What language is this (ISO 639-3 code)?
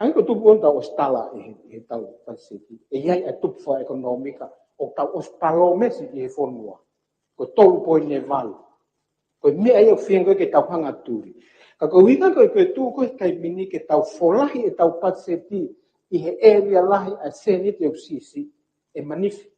ton